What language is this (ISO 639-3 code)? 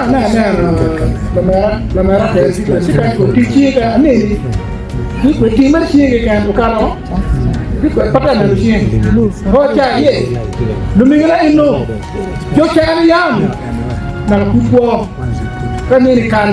ach